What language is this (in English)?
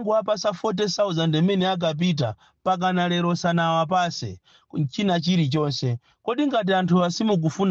Nyanja